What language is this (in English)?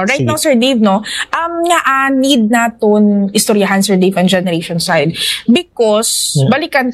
Hiligaynon